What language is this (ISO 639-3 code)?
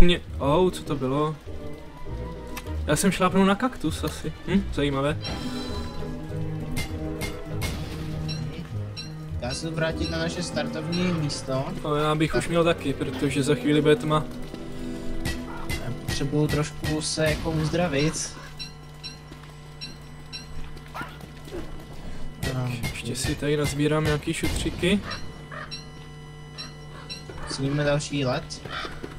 ces